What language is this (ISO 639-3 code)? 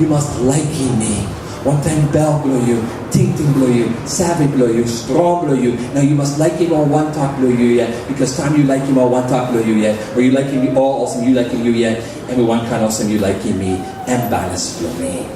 tpi